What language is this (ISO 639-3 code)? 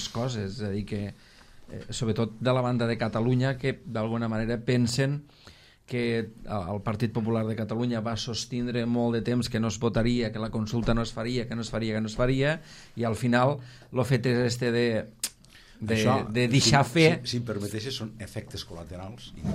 cat